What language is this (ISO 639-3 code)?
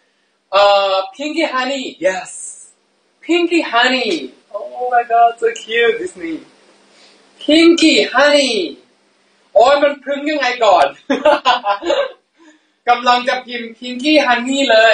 tha